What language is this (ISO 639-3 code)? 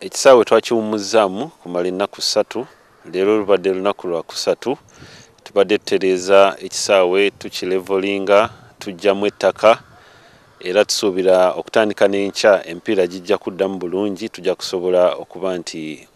lug